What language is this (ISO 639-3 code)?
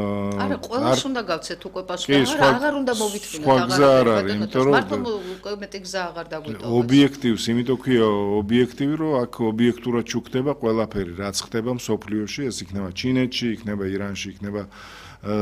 kat